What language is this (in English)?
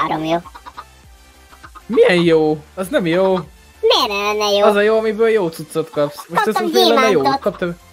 Hungarian